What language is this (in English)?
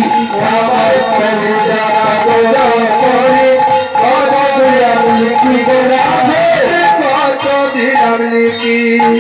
Bangla